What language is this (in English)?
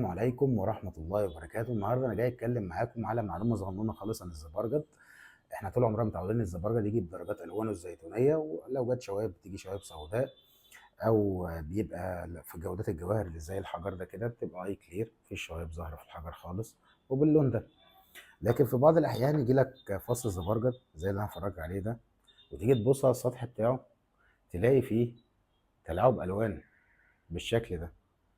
Egyptian Arabic